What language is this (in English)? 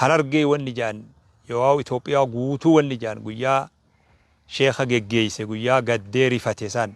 Oromo